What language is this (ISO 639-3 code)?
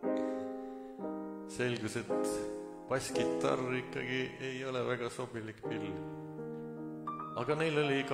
est